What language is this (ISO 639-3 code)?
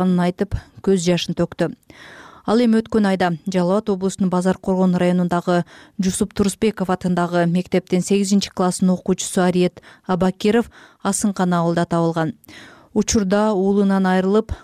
kir